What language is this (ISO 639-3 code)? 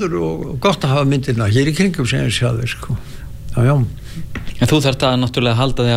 isl